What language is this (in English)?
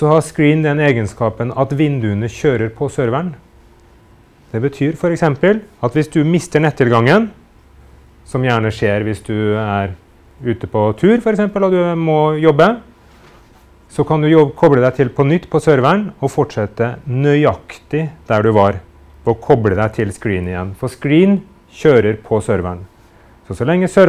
Norwegian